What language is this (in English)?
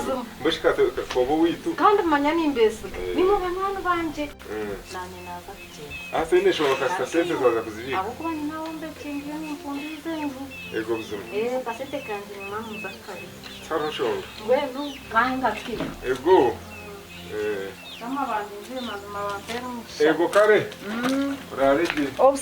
Nyankole